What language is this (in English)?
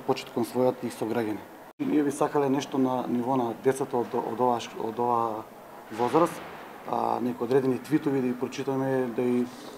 Macedonian